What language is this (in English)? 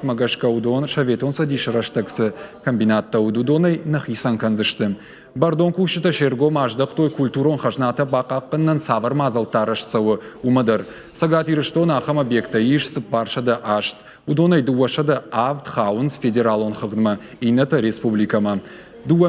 Ossetic